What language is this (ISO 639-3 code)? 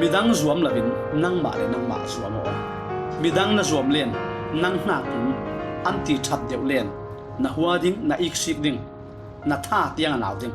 cfm